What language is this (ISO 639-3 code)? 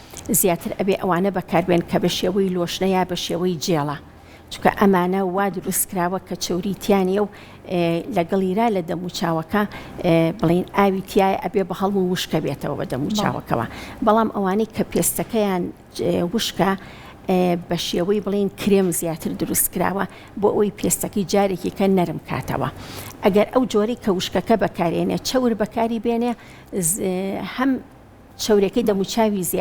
ckb